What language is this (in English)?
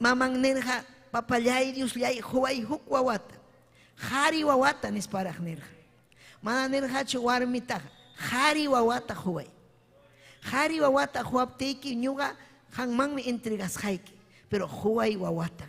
Ayacucho Quechua